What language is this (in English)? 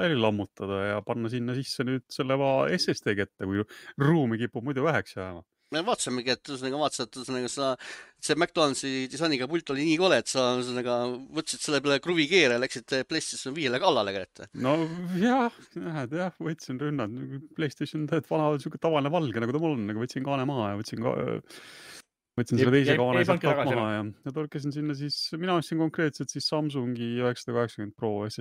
Estonian